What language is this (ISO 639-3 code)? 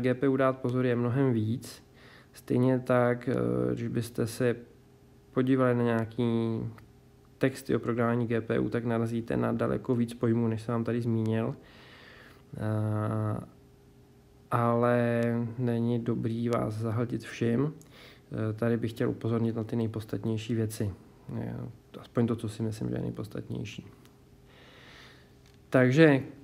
ces